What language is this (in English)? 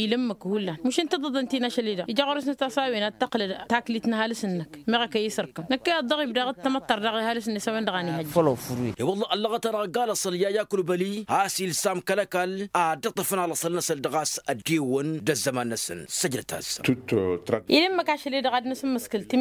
Tamasheq